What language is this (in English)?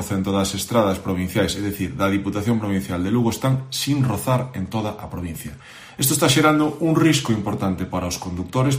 Galician